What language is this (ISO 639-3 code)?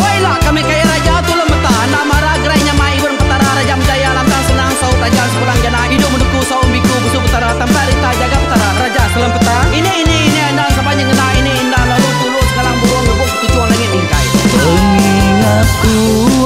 iba